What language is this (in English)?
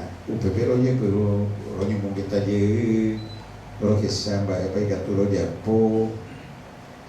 Guarani